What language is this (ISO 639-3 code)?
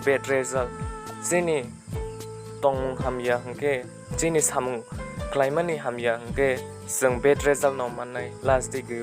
trp